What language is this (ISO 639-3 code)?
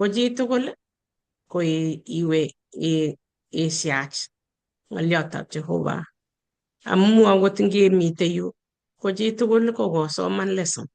kln